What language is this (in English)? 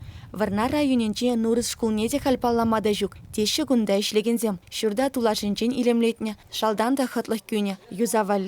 Chuvash